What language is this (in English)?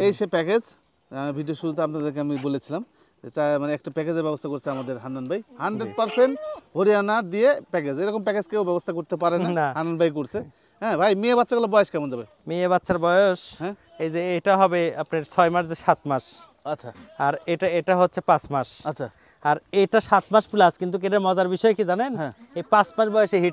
Bangla